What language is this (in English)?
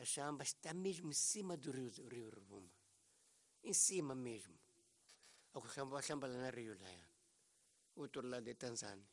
Tsonga